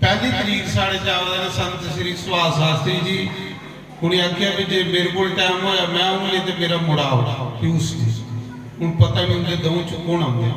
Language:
Dogri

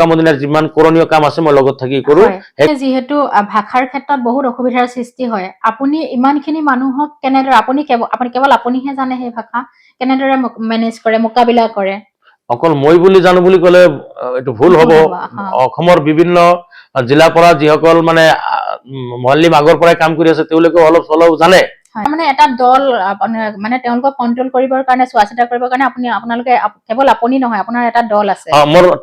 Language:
Assamese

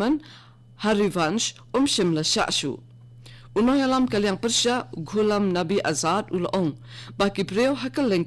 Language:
Khasi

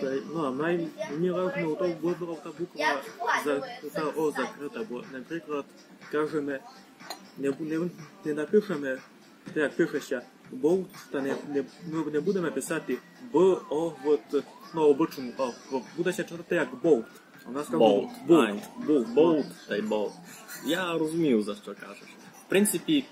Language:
Rusyn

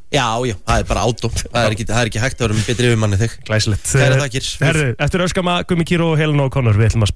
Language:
Icelandic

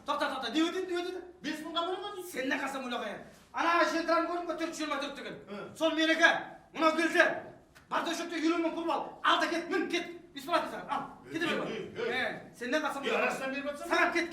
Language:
Kara-Kalpak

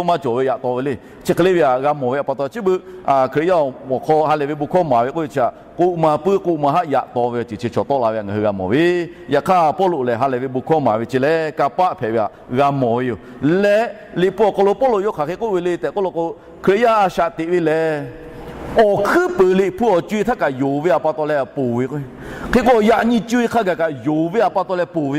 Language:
Lahu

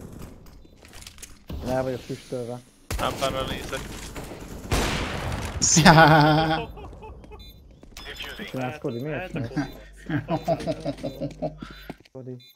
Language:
Hungarian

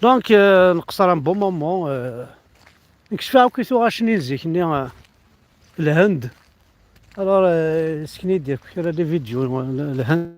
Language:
Kabyle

